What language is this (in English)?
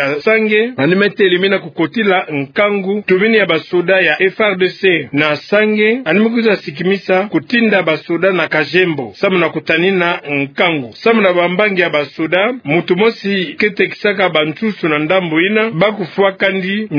Kituba (Democratic Republic of Congo)